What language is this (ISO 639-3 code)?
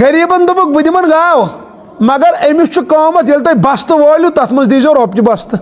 kas